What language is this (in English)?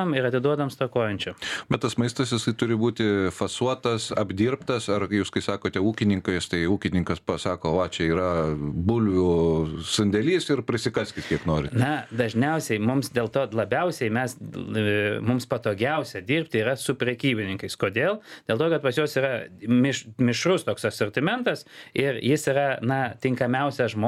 Lithuanian